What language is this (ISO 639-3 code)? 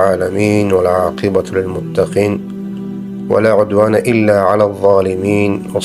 fas